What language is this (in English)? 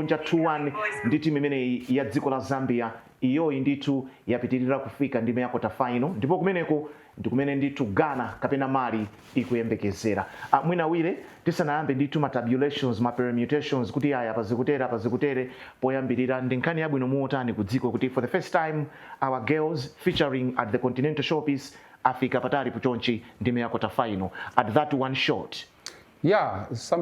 Nyanja